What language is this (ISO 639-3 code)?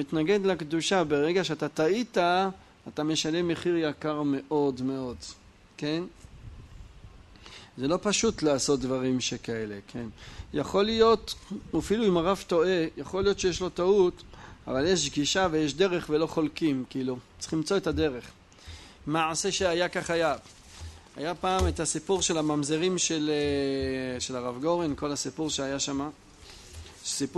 heb